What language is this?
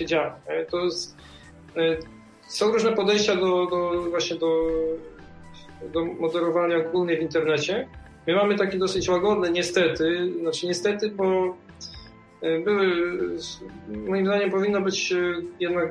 Polish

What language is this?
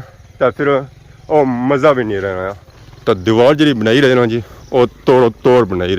Pahari-Potwari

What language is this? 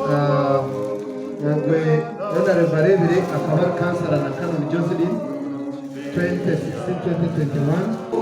Nyankole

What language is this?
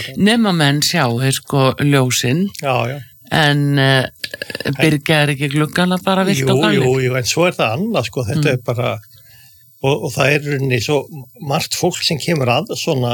Icelandic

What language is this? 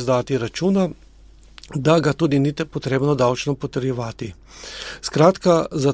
Slovenian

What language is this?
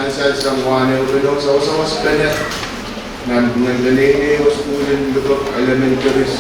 Pohnpeian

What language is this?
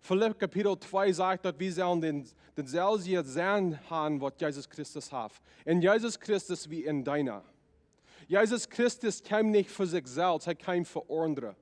Plautdietsch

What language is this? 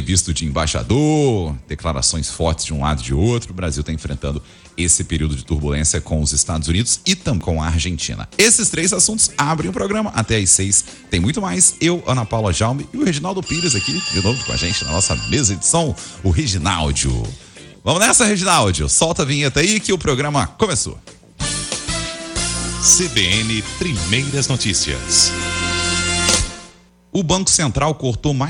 Portuguese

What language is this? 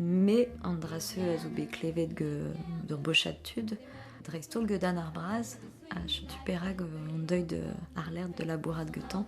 Breton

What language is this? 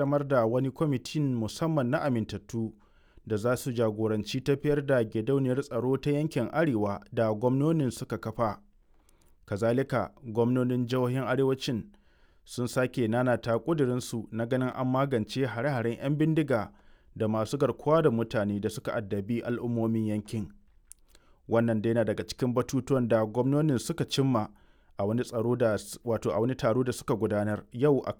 Hausa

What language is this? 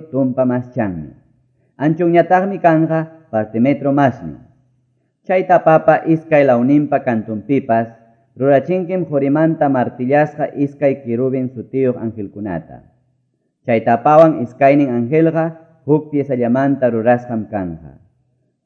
Quechua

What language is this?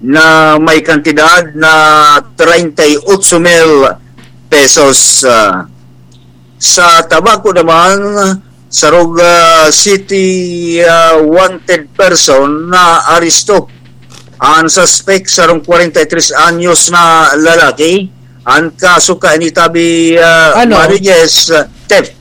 Bikol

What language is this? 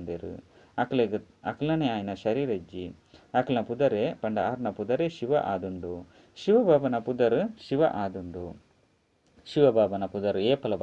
Tulu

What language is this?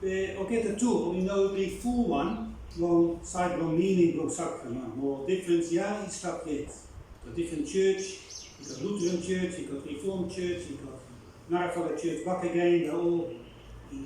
Bislama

